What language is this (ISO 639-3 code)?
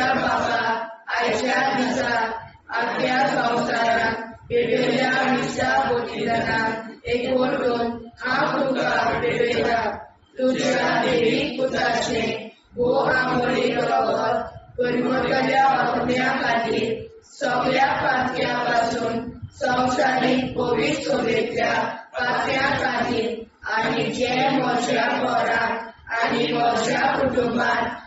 kok